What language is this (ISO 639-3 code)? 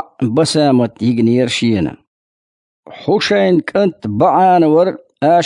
che